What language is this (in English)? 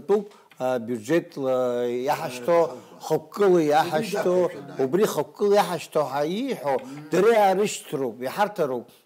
Abkhazian